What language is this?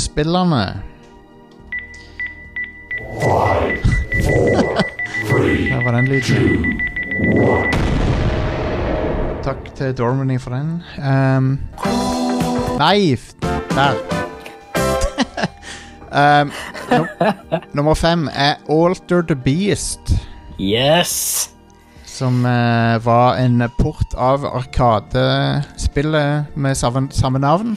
Norwegian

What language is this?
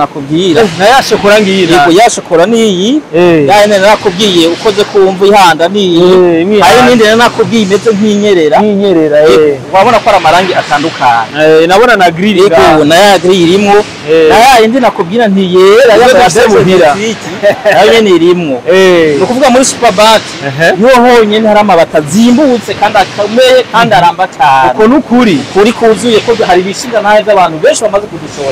Rundi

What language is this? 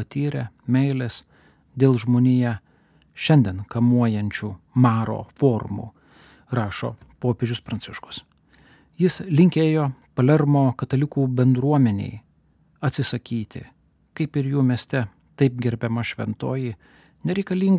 Lithuanian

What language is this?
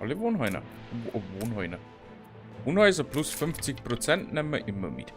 Bavarian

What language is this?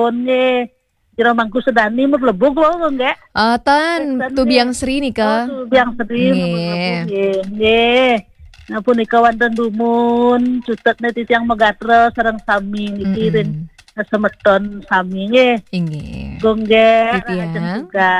Balinese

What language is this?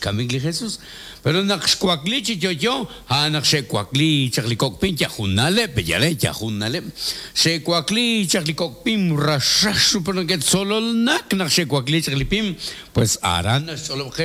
Kekchí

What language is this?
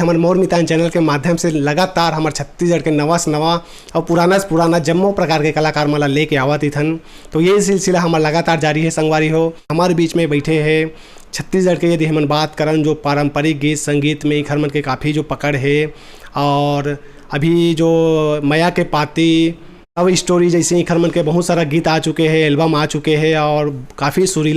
Chhattisgarhi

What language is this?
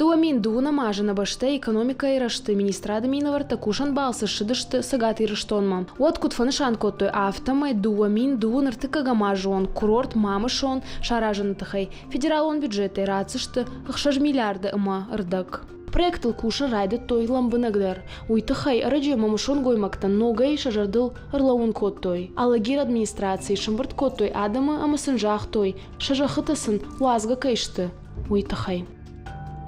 Ossetic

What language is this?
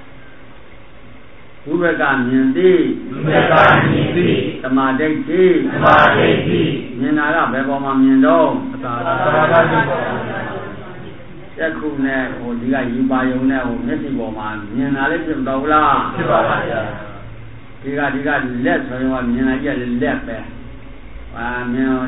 Burmese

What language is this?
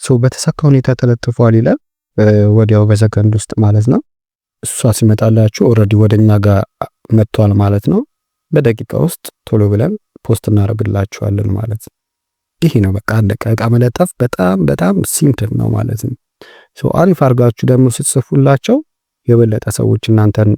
Amharic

